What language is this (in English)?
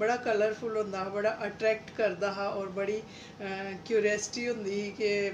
Dogri